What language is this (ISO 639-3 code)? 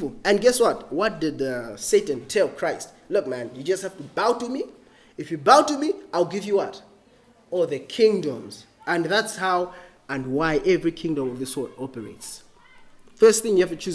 eng